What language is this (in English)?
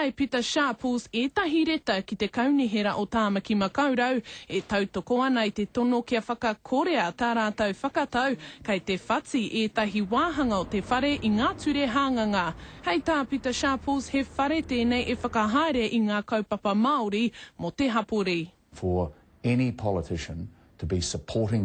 Māori